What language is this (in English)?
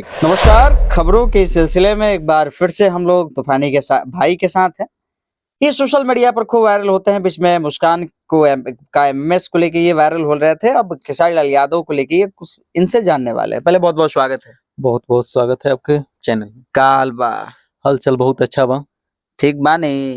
Bhojpuri